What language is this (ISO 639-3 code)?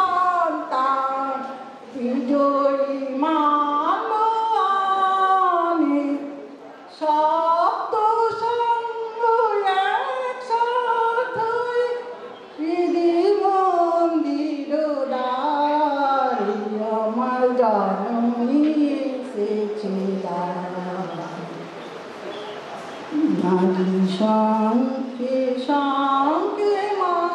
ben